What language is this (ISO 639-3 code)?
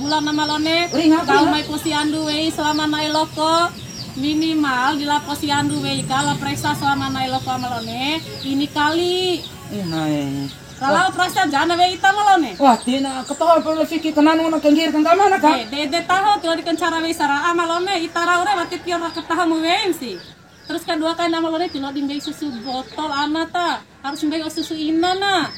bhp